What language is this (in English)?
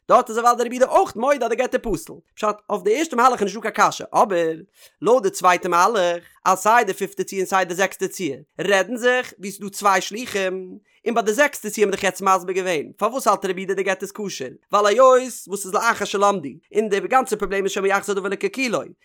Yiddish